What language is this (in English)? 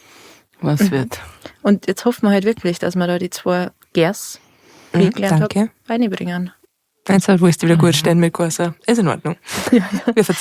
Bavarian